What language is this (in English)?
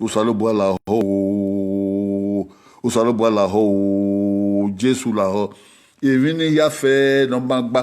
Bini